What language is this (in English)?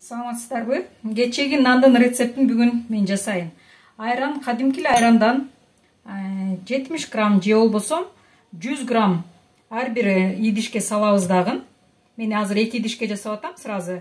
Kyrgyz